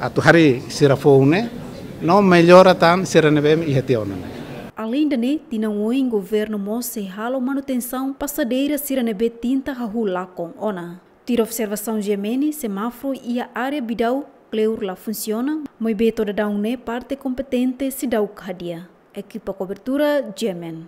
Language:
Tetum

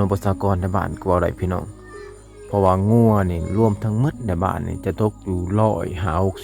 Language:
Lao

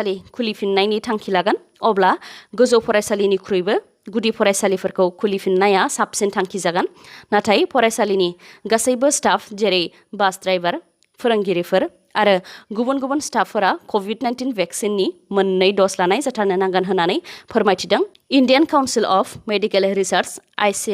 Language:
Bodo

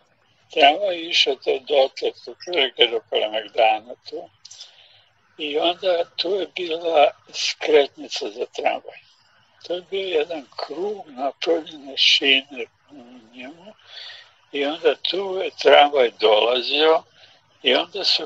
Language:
Serbian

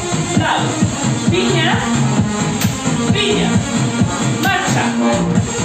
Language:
Basque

